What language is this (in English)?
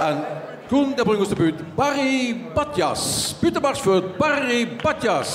Limburgish